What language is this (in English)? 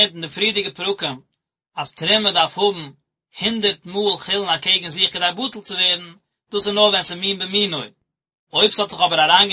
Yiddish